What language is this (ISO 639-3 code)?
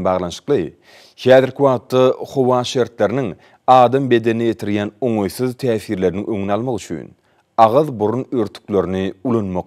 tuk